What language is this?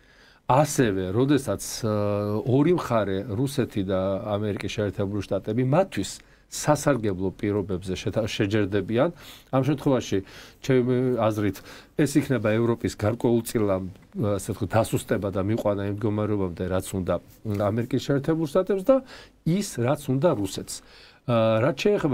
Georgian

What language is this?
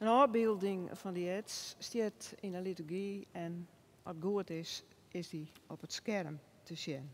Western Frisian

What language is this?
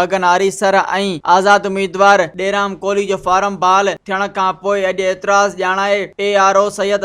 Sindhi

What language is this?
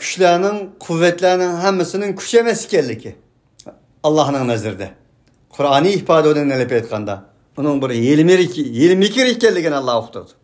Uyghur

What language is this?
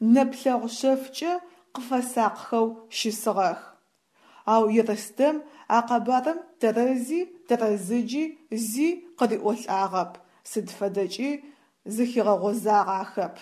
Adyghe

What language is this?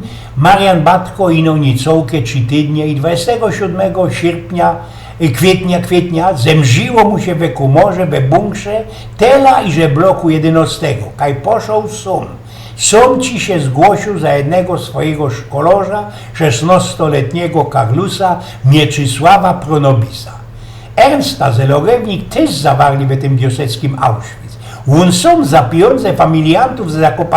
Silesian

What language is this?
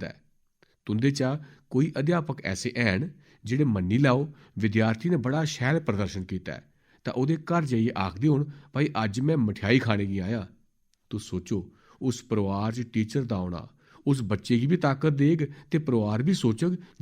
Dogri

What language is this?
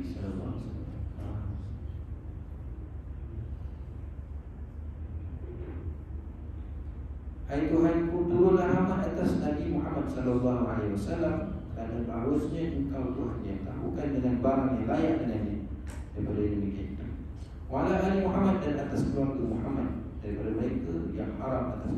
Malay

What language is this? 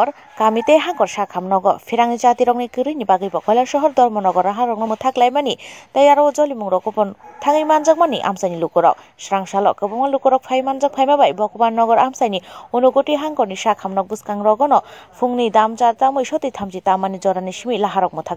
Kok Borok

